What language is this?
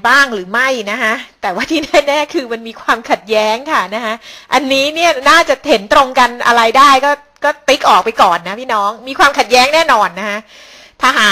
Thai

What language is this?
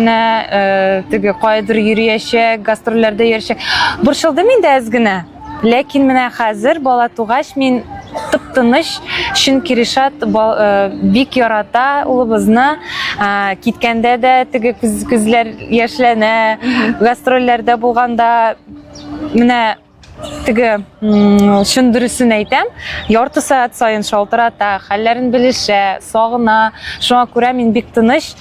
Tatar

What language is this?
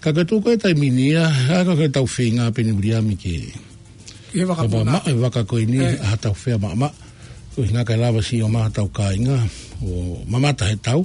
Tongan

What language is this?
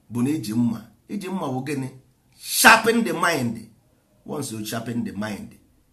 Igbo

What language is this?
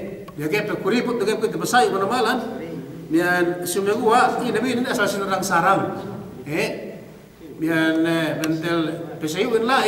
Yakan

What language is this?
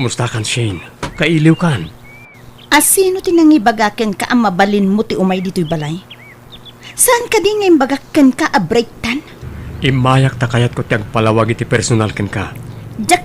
Iloko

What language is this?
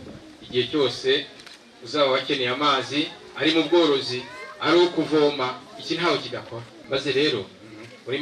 Kinyarwanda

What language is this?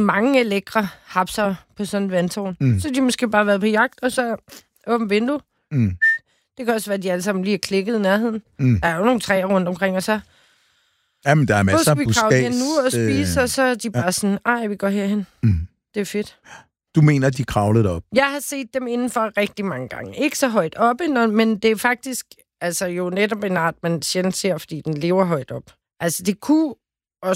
Danish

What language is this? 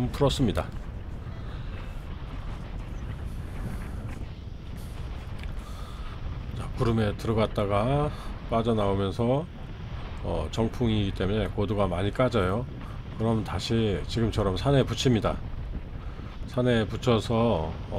Korean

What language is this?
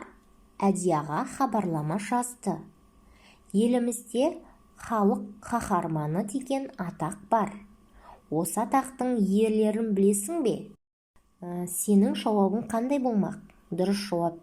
Kazakh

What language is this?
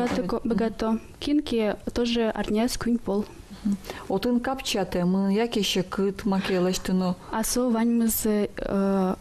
Udmurt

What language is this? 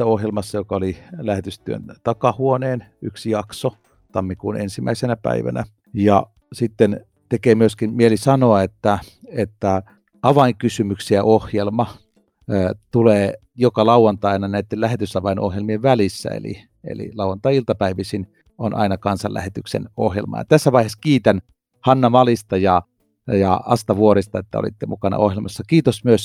Finnish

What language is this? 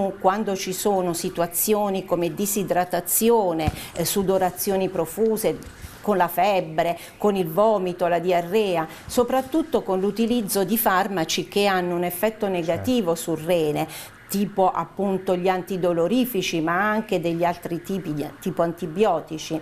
Italian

